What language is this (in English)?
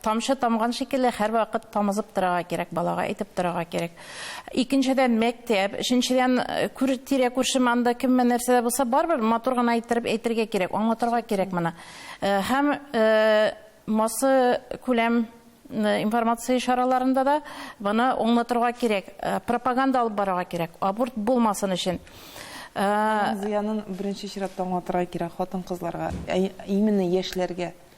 Tatar